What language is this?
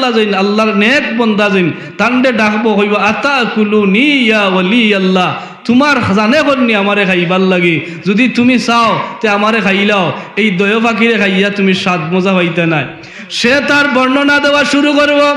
Sylheti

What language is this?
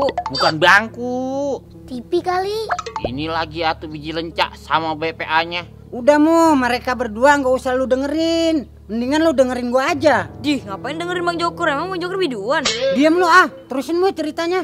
Betawi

